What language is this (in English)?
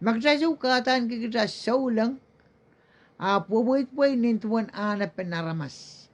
Pohnpeian